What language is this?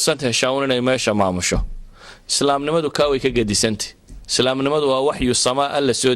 Somali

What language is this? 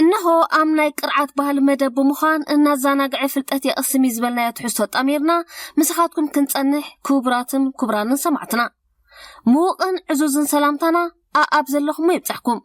Tigrinya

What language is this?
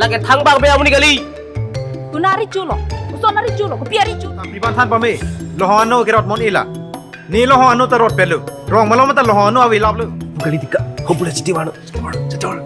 Karbi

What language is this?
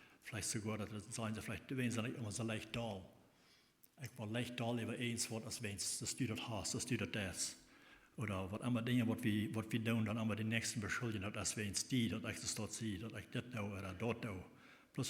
Plautdietsch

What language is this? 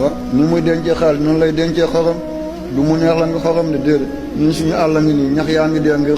Wolof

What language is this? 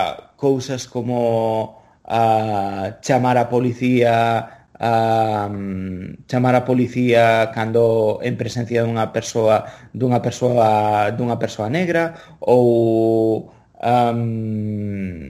Galician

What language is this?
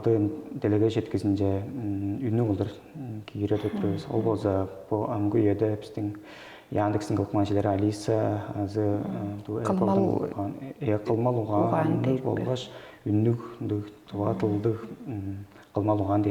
Tuvinian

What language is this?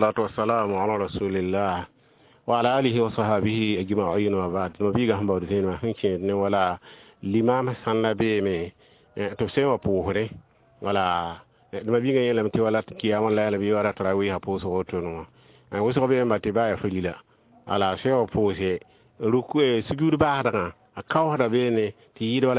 Mossi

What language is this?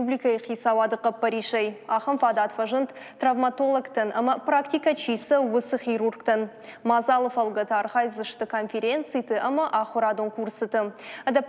Ossetic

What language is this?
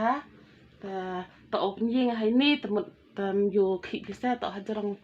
Khasi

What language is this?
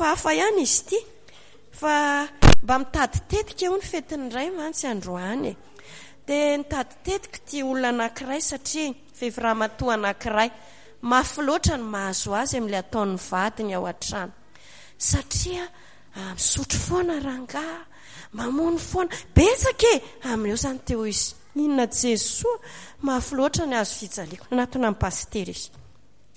Malagasy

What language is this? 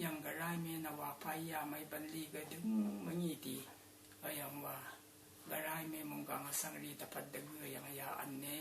Rawang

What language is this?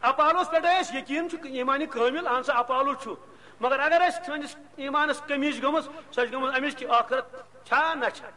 Kashmiri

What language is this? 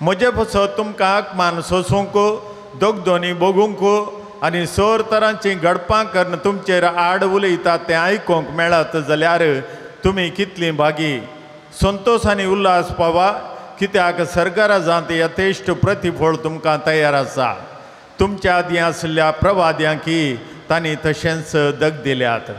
Konkani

